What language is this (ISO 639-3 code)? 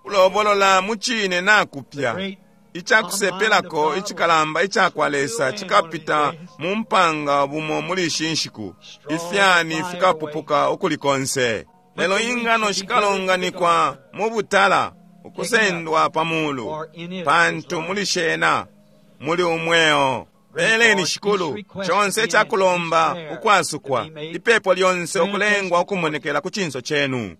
bem